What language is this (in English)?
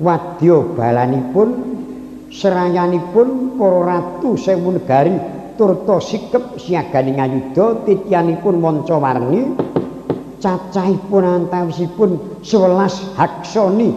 Javanese